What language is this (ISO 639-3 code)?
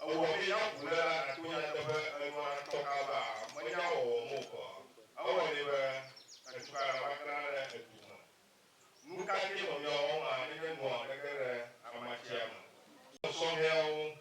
ewe